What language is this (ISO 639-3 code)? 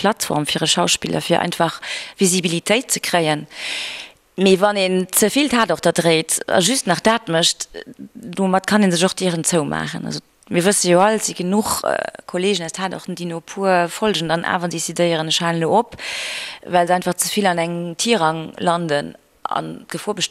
ltz